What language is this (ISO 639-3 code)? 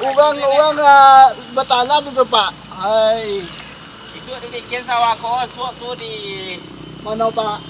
min